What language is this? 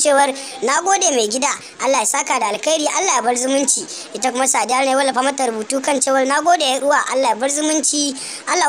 Hausa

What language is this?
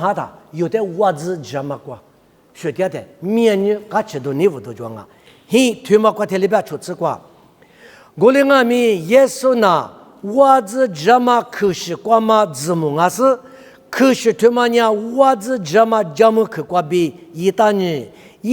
Lisu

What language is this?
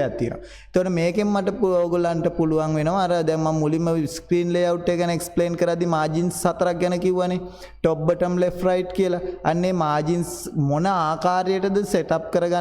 Sinhala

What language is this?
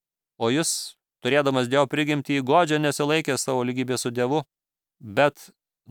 Lithuanian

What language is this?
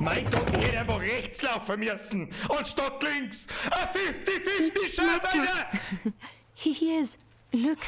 Bavarian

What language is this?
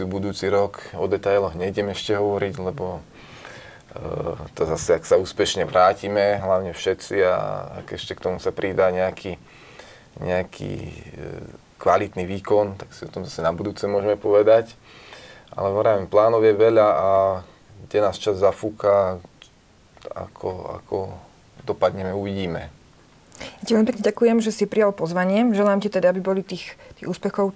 Slovak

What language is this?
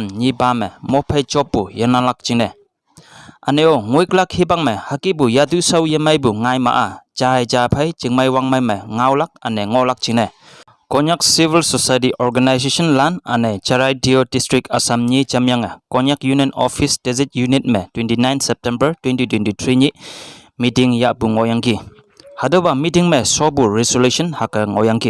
Konyak Naga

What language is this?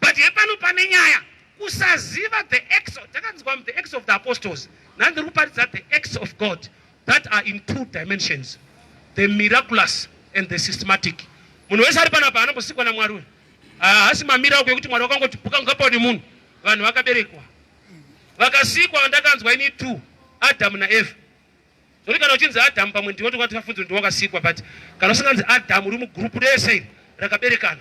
Shona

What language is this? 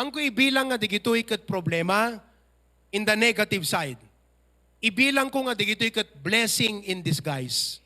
Iloko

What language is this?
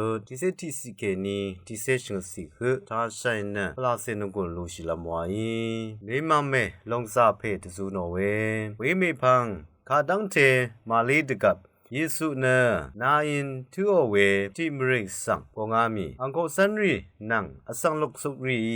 Rawang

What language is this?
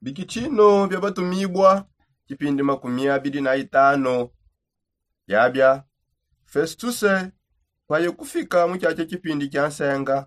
Songe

